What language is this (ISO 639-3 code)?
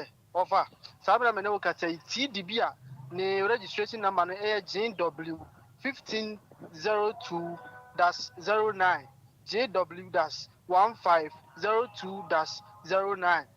aka